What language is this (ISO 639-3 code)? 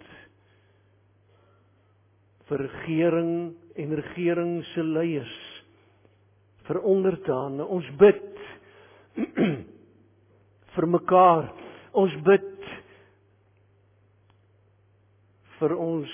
afr